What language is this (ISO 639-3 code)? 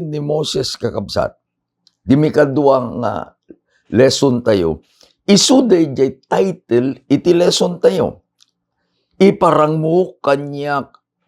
ilo